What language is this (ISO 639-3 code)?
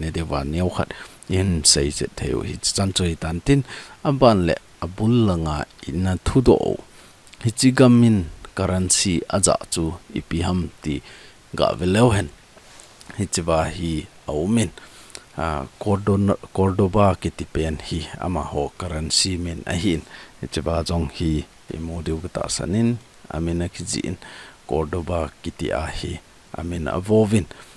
tcz